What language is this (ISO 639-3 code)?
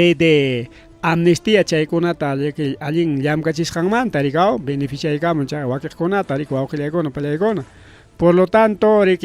quy